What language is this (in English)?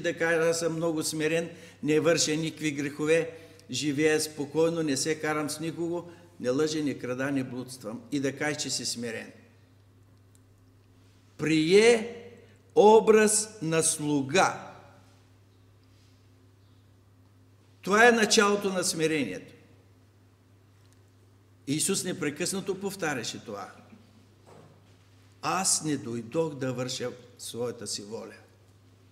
Bulgarian